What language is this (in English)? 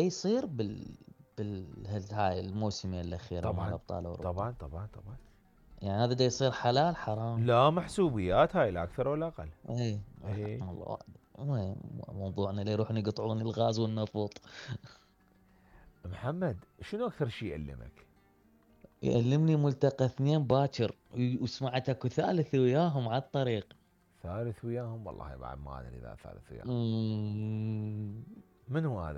Mesopotamian Arabic